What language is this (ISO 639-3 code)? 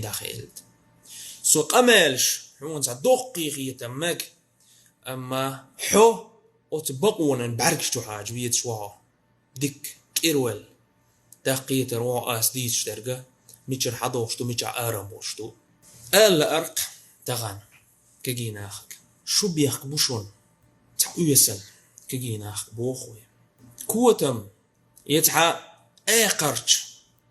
che